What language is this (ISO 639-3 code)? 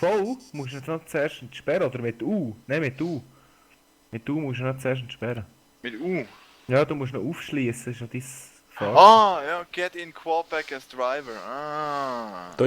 gsw